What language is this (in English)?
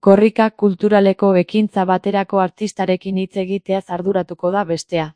Basque